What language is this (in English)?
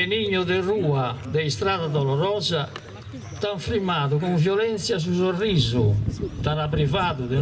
Sardinian